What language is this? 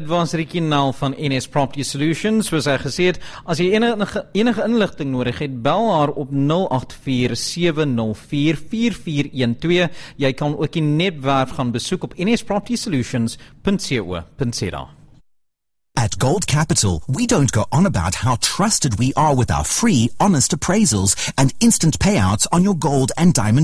Afrikaans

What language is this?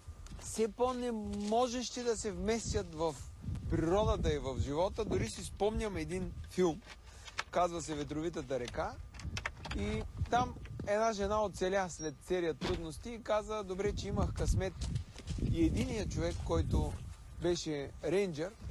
Bulgarian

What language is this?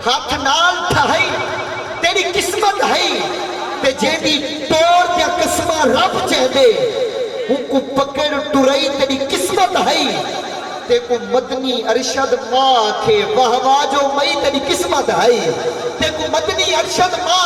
Saraiki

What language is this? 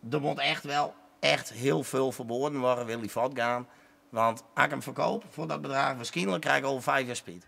Western Frisian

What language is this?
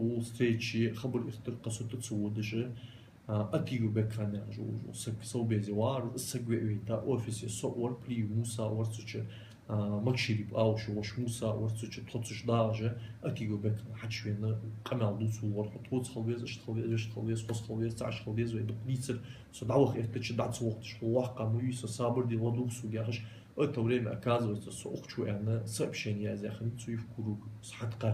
Ingush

